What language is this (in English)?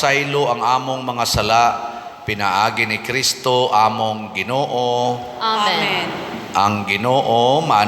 Cebuano